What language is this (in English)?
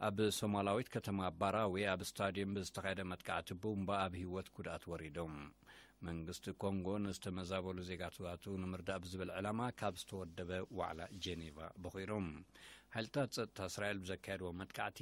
Tigrinya